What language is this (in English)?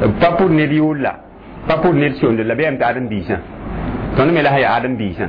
Mossi